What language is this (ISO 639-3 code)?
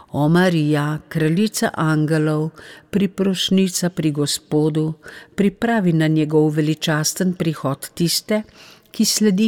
slv